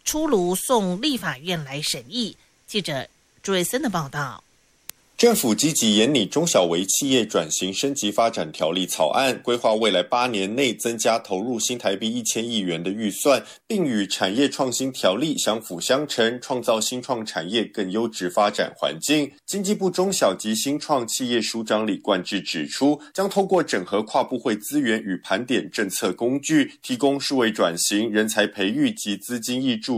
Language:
Chinese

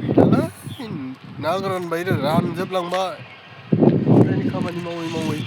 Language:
Bodo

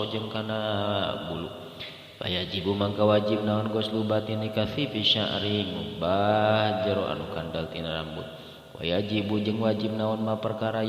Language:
Sundanese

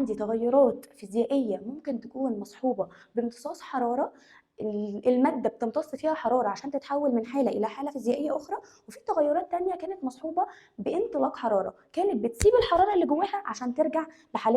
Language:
Egyptian Arabic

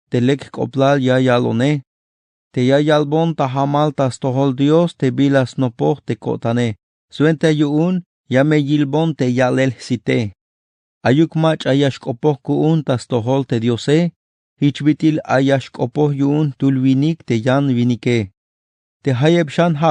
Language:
Tzeltal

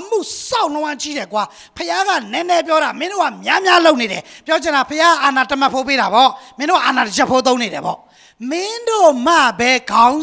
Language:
Burmese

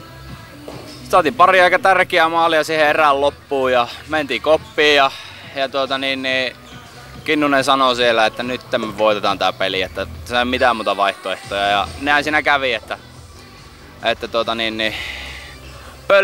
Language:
Finnish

